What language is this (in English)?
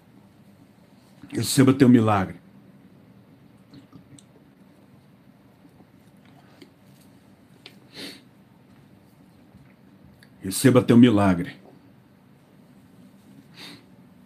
Portuguese